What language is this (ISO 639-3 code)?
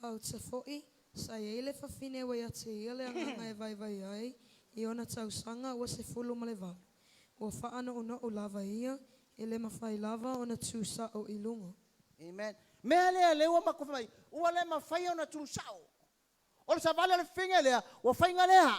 smo